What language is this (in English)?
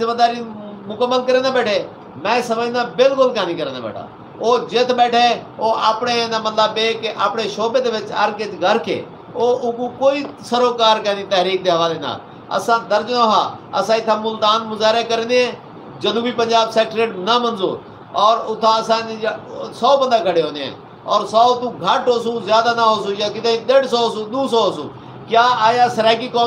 Saraiki